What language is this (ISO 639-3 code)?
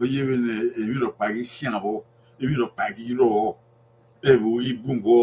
bin